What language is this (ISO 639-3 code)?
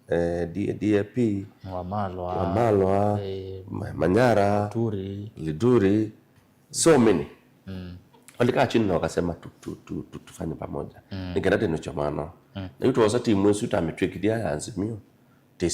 kam